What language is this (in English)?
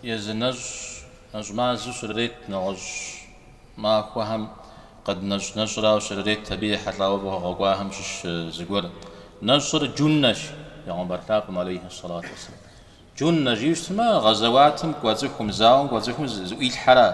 Kabardian